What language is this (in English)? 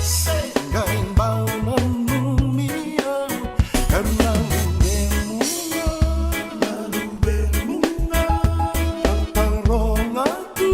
Fijian